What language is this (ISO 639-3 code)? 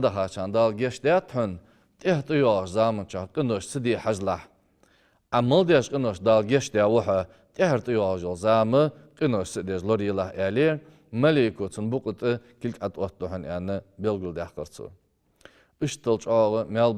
inh